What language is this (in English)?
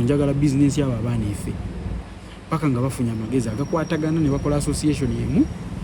Ganda